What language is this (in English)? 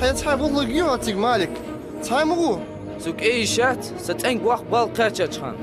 Ingush